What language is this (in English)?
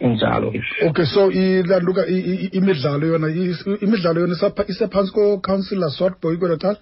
Xhosa